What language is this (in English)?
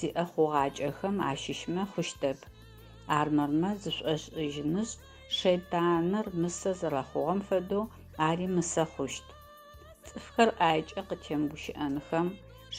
Adyghe